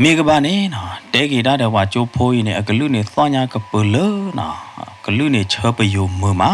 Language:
S'gaw Karen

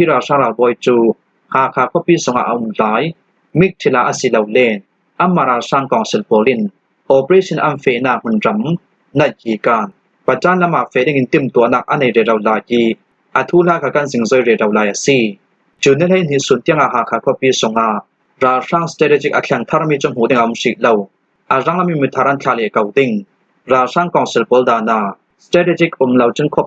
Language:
Hakha Chin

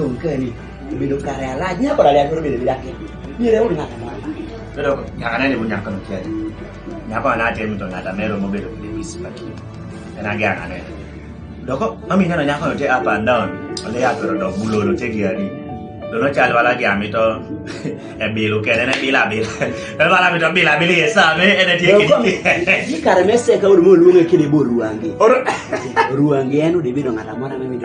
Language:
Kumam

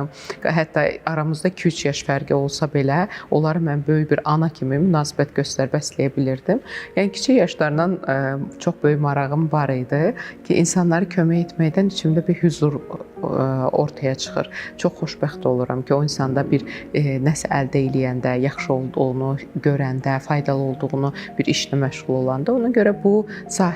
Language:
Azerbaijani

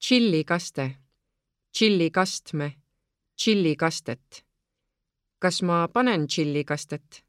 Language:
Estonian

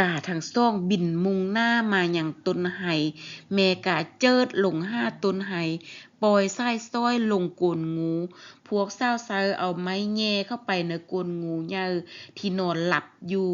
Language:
Lao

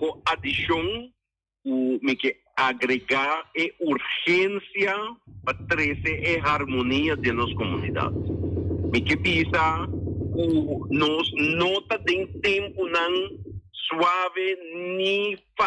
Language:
Papiamento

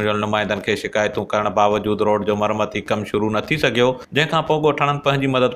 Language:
Sindhi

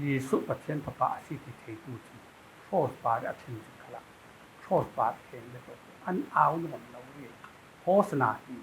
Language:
Falam Chin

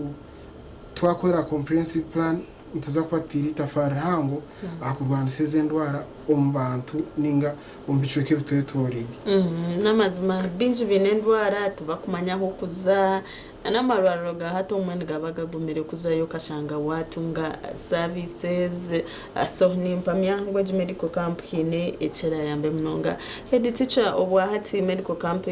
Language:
Nyankole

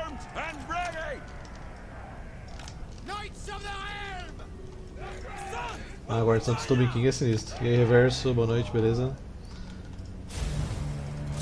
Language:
Portuguese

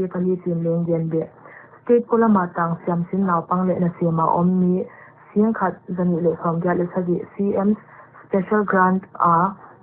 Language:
Paite Chin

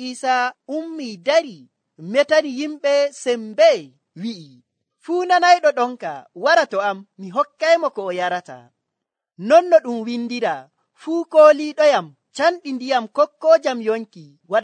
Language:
Nigerian Fulfulde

